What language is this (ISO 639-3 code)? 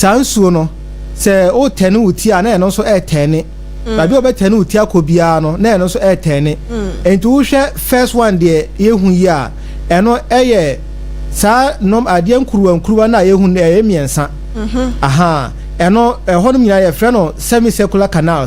aka